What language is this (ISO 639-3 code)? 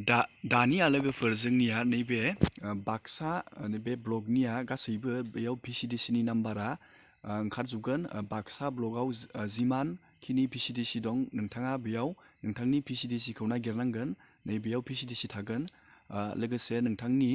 brx